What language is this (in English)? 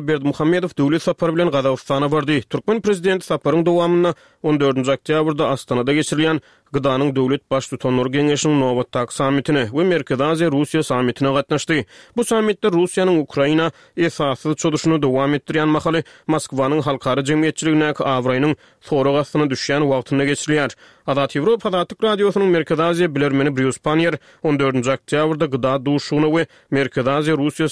Turkmen